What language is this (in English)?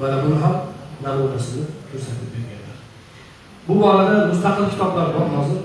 Uzbek